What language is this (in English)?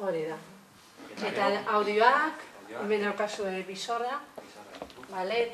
Basque